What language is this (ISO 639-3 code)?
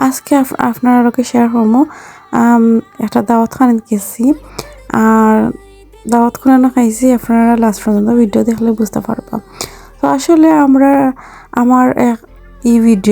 syl